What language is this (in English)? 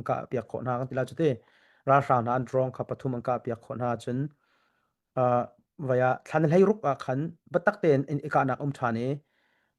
Hakha Chin